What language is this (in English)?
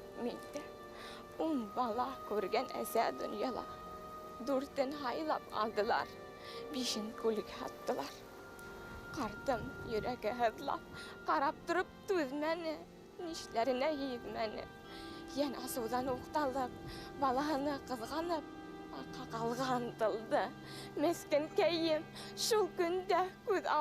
Bashkir